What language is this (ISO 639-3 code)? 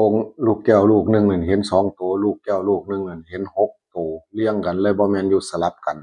tts